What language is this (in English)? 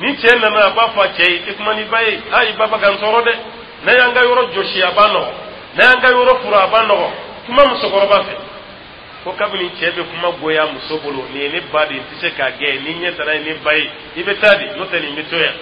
Dyula